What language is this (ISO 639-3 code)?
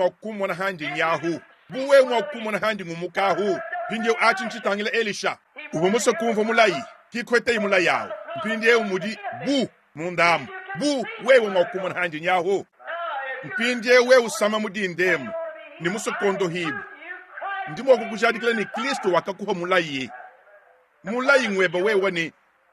lua